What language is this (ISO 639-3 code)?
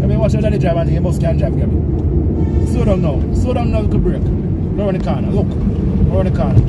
jam